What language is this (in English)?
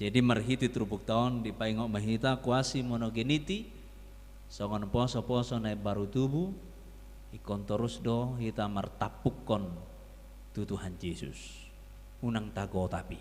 Batak Toba